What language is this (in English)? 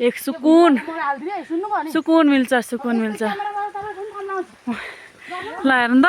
Nepali